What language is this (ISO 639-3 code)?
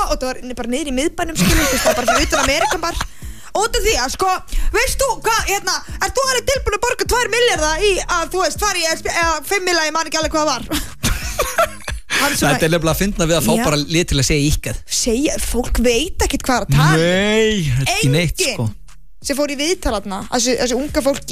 isl